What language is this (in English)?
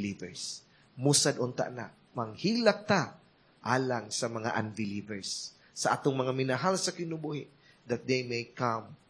Cebuano